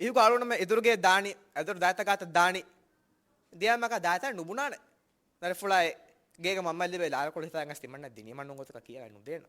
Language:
Divehi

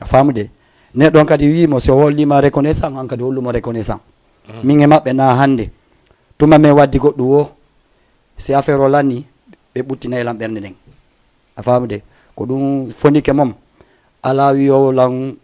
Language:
Fula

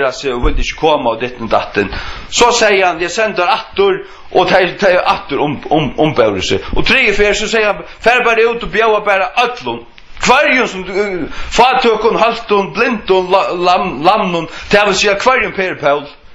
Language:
Faroese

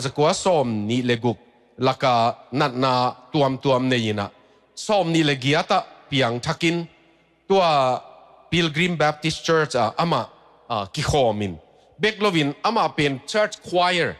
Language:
Tedim Chin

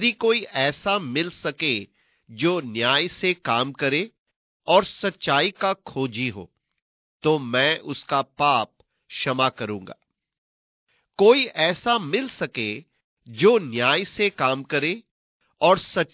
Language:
Hindi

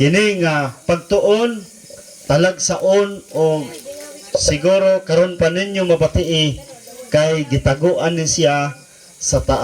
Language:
Cebuano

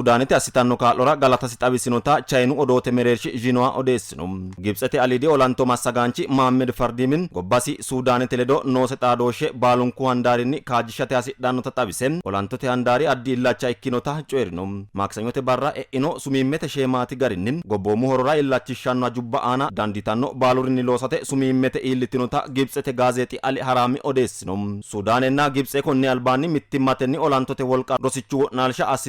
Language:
Sidamo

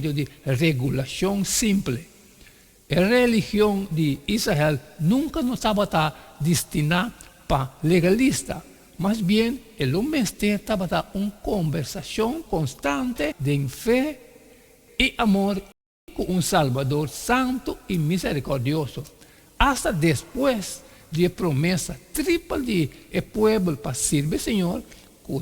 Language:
Papiamento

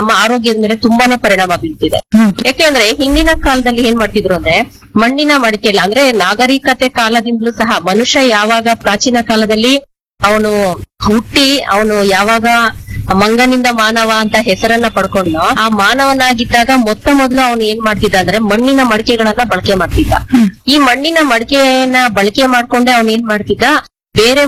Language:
Kannada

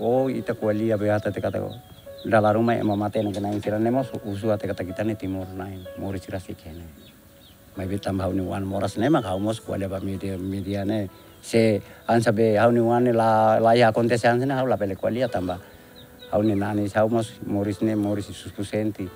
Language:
Tetum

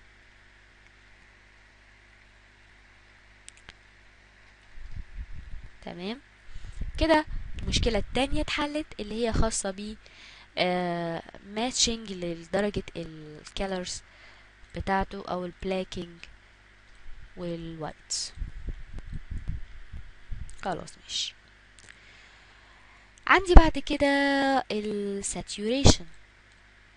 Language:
Egyptian Arabic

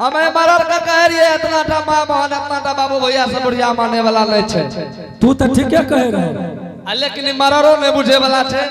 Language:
Angika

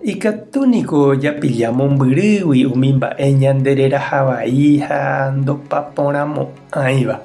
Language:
Guarani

